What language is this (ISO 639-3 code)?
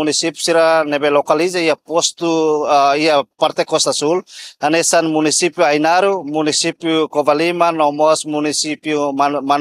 tet